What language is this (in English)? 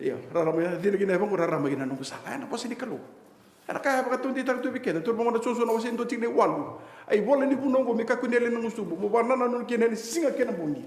Fijian